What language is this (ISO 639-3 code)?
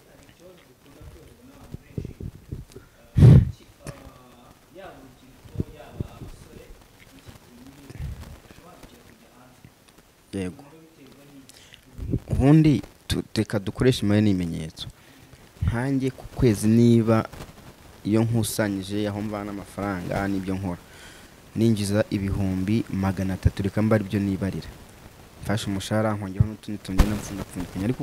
kin